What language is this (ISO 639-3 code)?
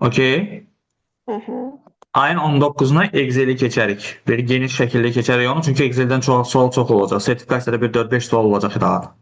aze